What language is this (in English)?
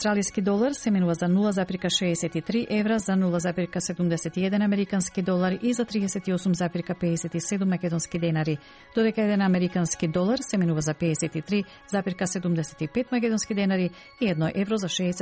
Macedonian